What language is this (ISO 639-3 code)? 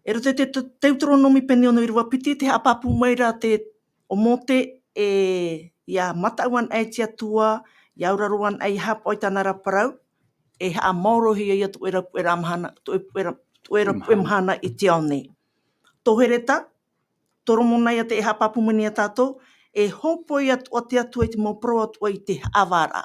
tah